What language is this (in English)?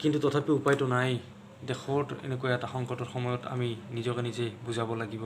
Assamese